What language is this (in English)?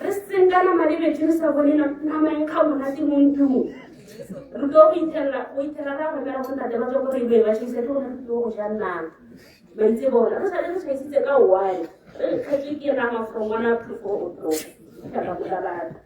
Tswana